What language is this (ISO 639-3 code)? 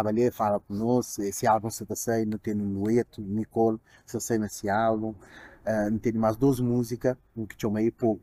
kea